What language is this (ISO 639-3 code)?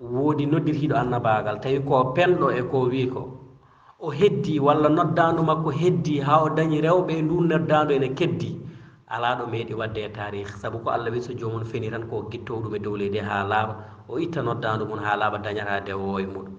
ful